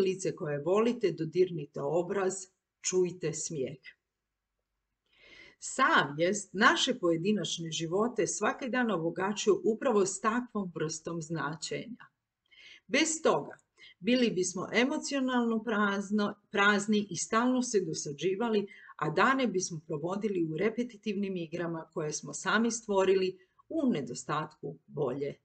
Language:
Croatian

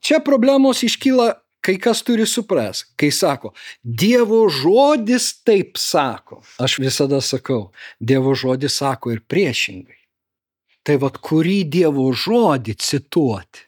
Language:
Lithuanian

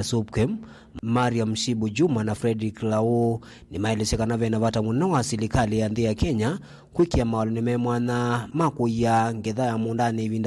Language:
Kamba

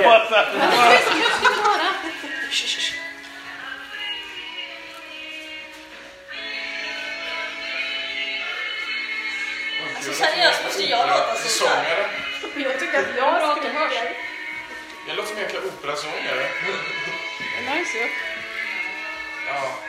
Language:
Swedish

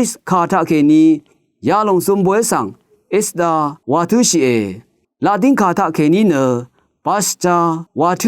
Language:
Rawang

